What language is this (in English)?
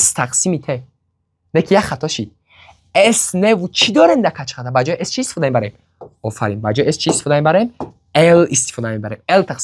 Tajik